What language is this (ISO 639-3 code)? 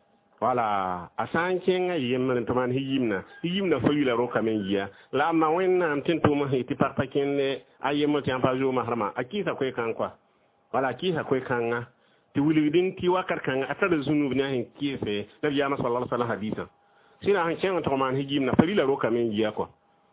mos